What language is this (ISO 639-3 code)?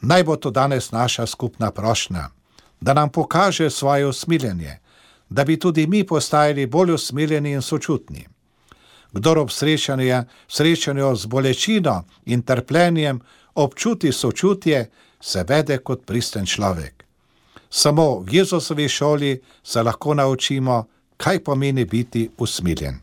slv